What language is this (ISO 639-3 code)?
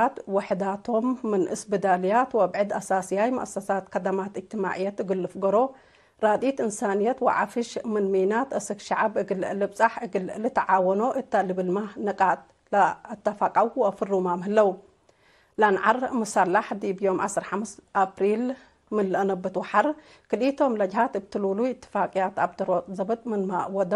tig